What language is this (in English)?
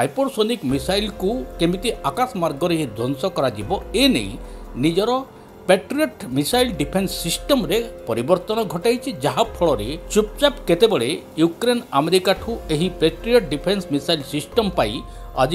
Odia